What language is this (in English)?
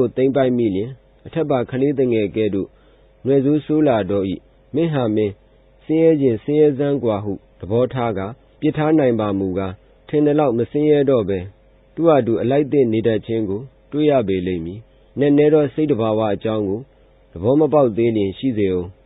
Burmese